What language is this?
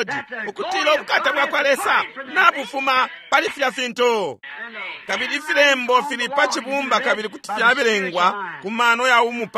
Bemba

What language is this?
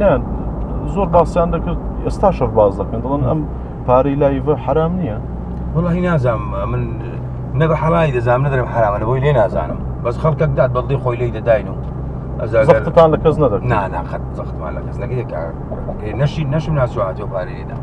Central Kurdish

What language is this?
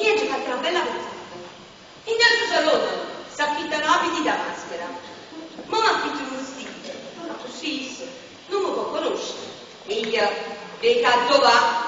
Neapolitan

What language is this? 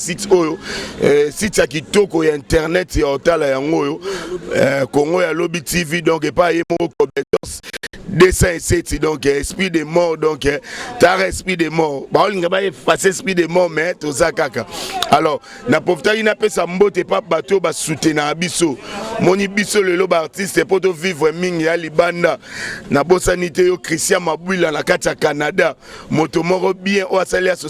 Lingala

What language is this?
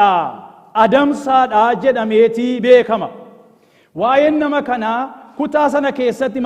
Oromo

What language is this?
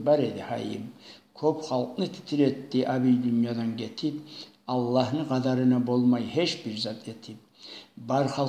Kumyk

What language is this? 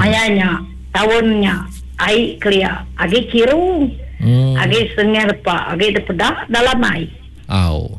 Iban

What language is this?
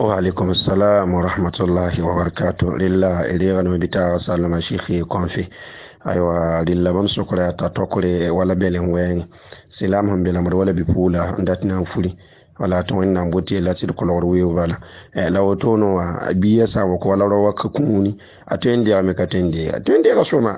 Mossi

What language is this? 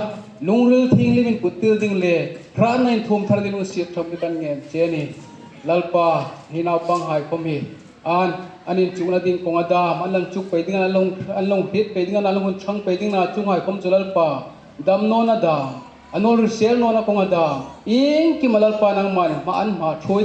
Hmar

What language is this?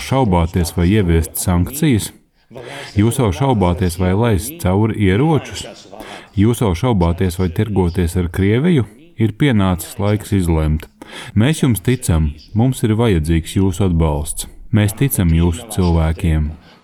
Latvian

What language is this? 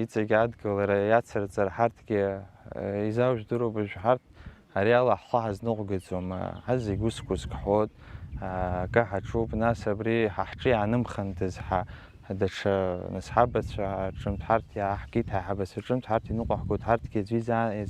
Abkhazian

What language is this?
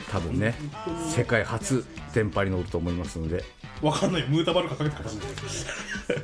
Japanese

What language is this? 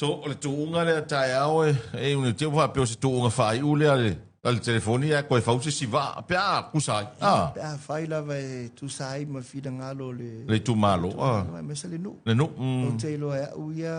Samoan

